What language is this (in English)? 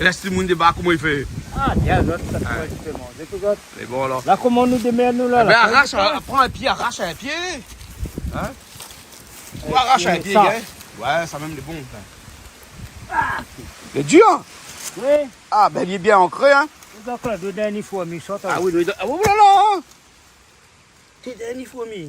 Réunion Creole French